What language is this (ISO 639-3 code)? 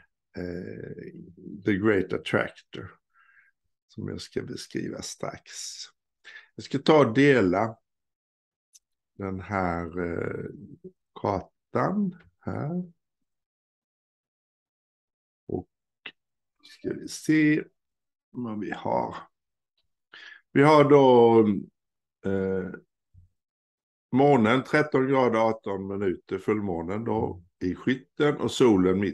swe